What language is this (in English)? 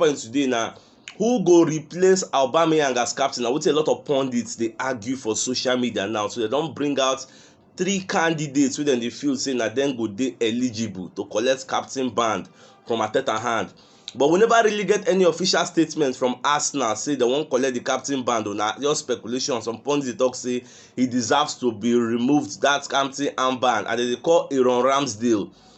Nigerian Pidgin